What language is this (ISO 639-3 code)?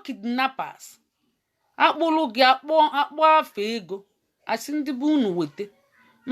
ibo